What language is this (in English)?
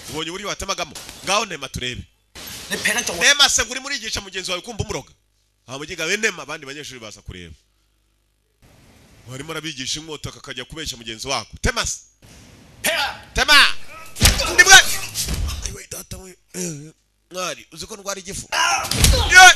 Kinyarwanda